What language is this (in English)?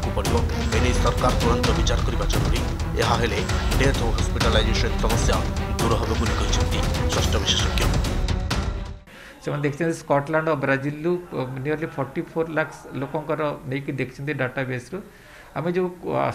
Odia